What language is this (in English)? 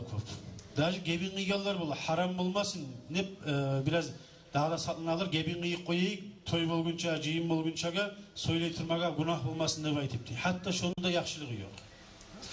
Kumyk